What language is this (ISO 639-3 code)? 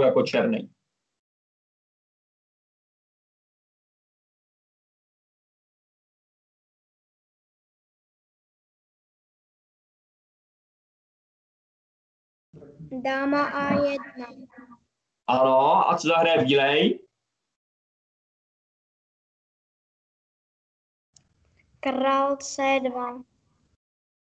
ces